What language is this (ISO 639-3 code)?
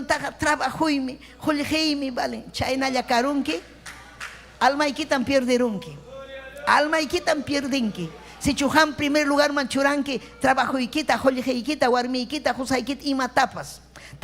quy